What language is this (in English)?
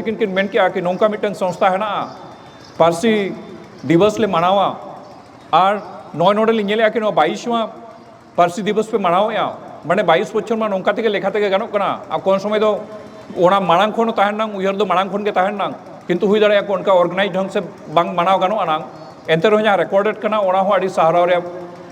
Santali